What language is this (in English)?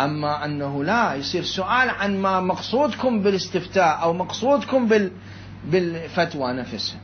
Mesopotamian Arabic